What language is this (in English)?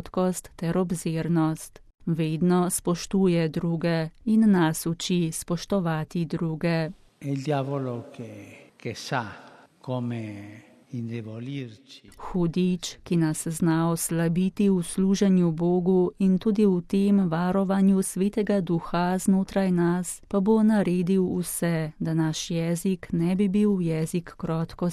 Slovenian